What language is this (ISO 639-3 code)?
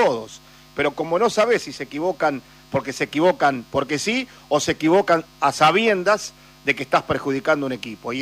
spa